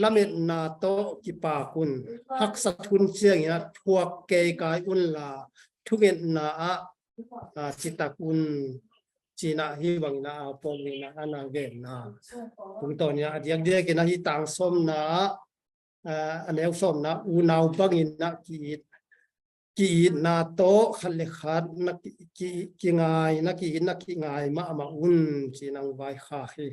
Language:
Tedim Chin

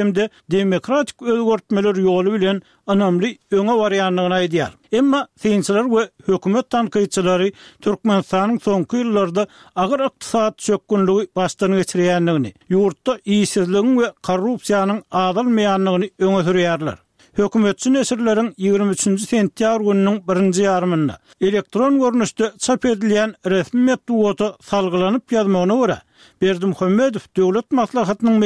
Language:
Turkmen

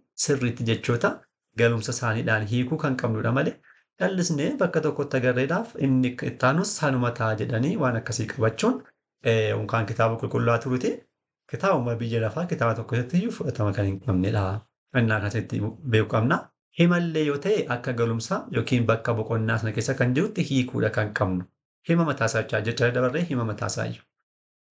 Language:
Oromo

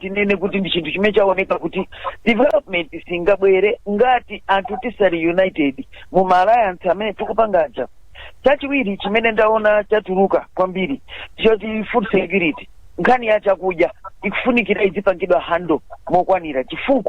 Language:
Nyanja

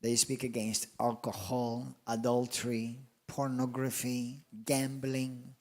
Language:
English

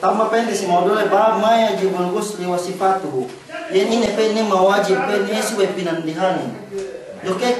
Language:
Yakan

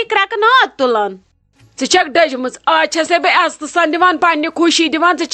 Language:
Kashmiri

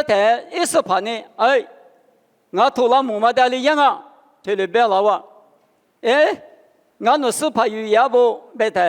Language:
Lisu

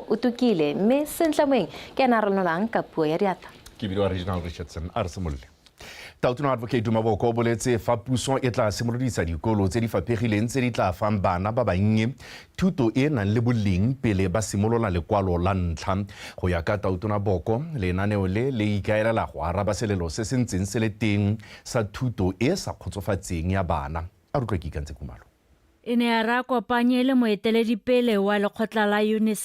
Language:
Tswana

